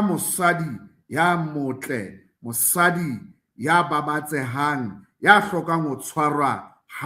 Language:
Southern Sotho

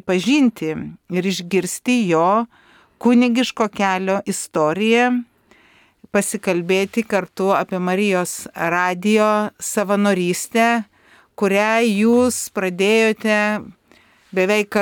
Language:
Lithuanian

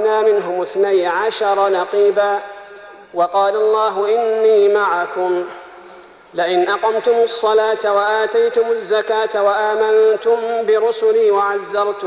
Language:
Arabic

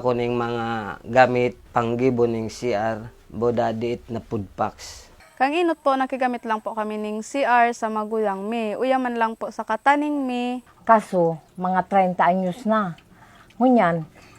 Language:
Bikol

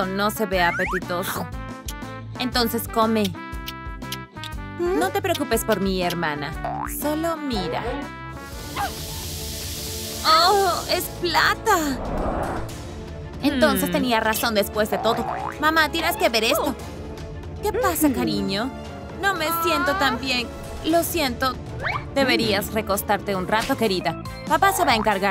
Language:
Spanish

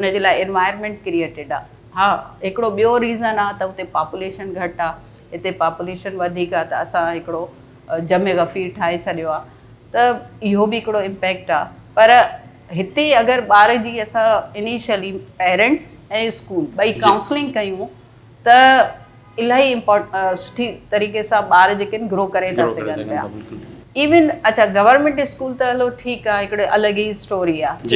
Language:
Sindhi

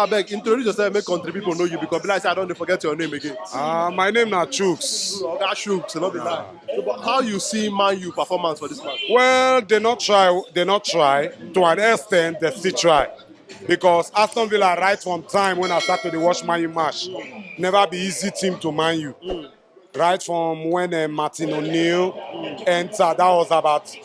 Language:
Nigerian Pidgin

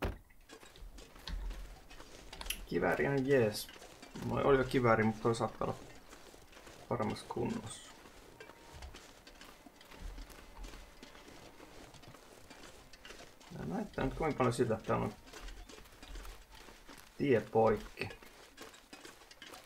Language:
Finnish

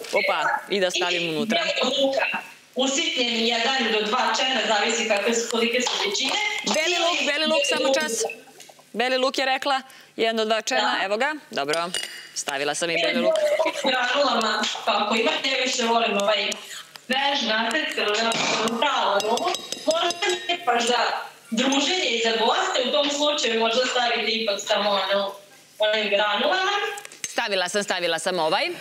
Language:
Serbian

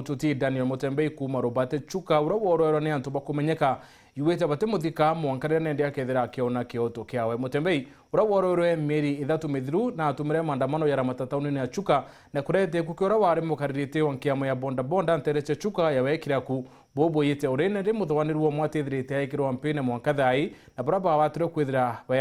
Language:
Meru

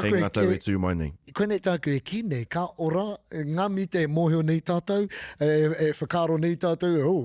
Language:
Māori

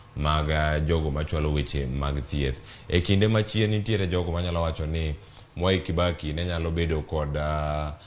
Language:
Luo (Kenya and Tanzania)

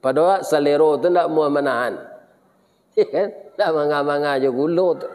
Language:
Minangkabau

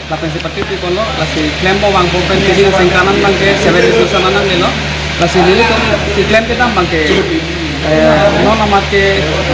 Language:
Karbi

